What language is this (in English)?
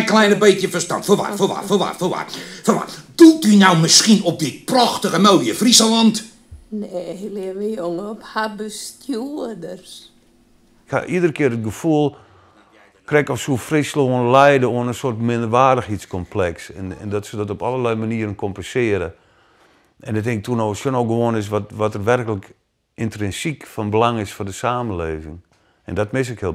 Western Frisian